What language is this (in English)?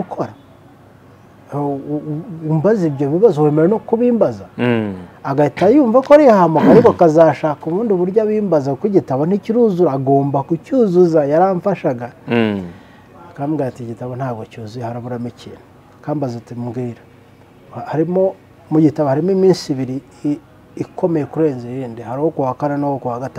Kinyarwanda